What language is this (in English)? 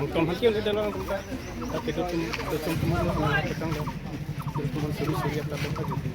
Karbi